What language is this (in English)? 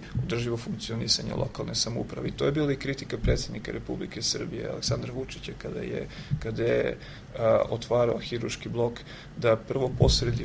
Serbian